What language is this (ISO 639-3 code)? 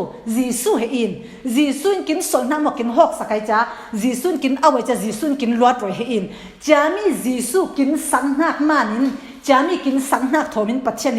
cfm